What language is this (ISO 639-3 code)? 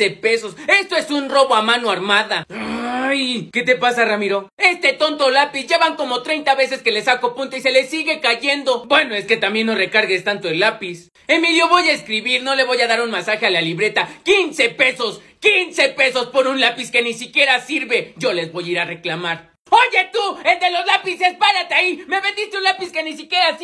spa